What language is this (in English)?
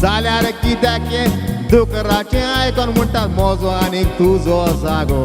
Konkani